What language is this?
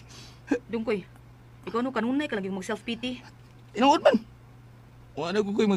Cebuano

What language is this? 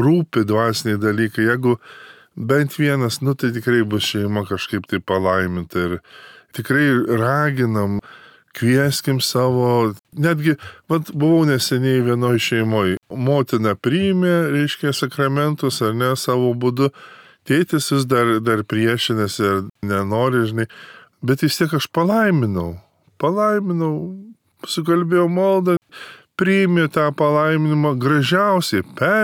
Lithuanian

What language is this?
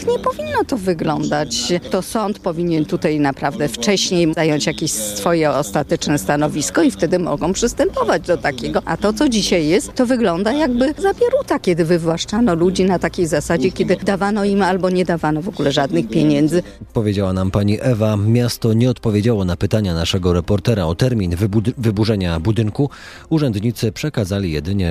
Polish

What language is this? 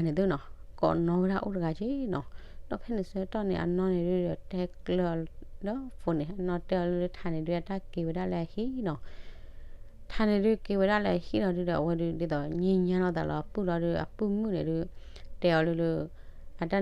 S'gaw Karen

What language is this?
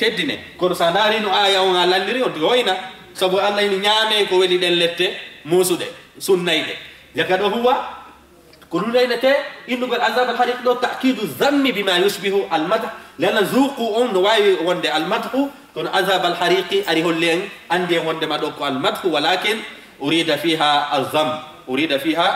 Fula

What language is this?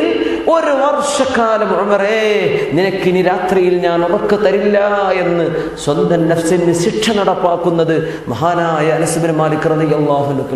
Malayalam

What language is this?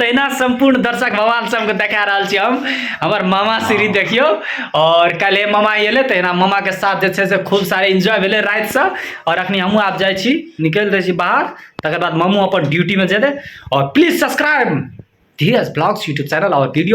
Maithili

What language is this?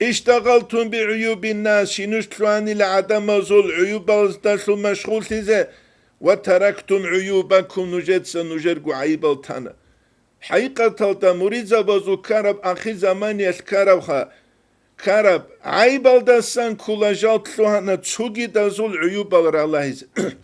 Avaric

